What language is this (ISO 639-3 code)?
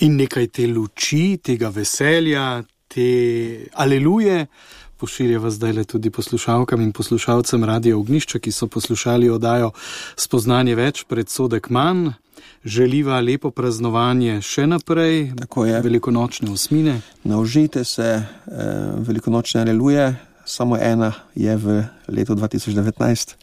slv